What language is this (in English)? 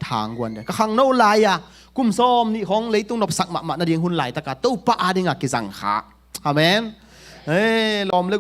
Tedim Chin